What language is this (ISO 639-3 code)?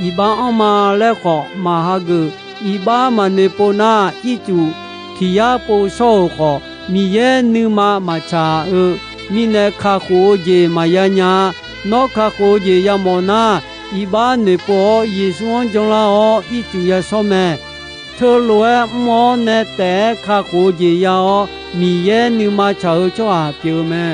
ahk